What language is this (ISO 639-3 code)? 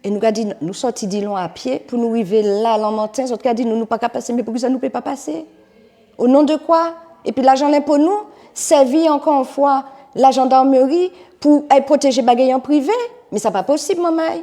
gcf